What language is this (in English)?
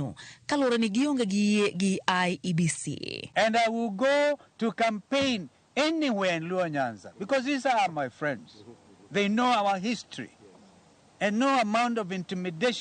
Luo (Kenya and Tanzania)